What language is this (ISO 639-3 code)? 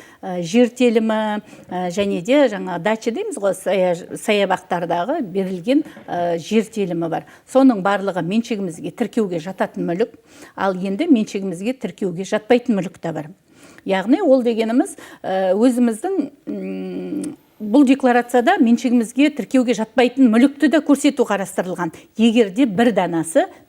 kaz